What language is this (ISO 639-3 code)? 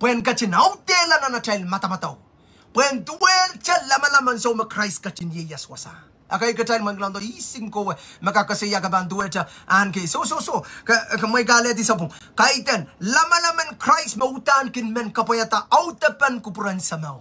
pon